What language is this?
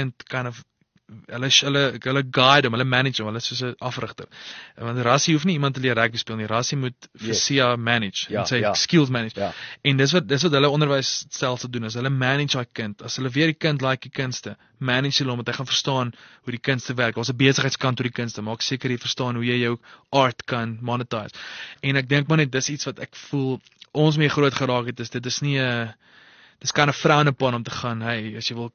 Afrikaans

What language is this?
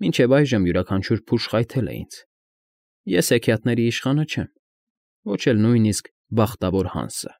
Armenian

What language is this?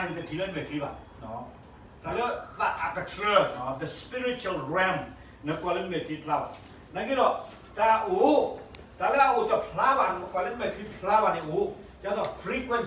S'gaw Karen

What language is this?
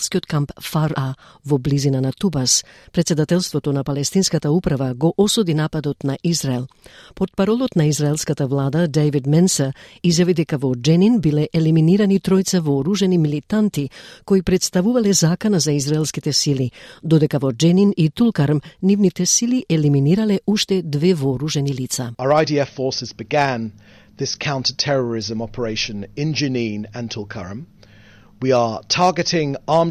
Macedonian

